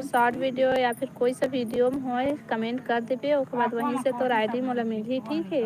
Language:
Chhattisgarhi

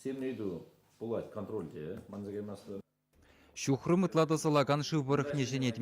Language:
Chuvash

